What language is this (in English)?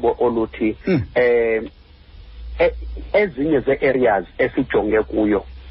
Xhosa